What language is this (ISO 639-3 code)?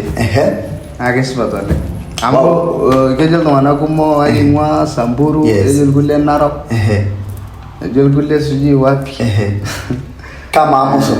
mas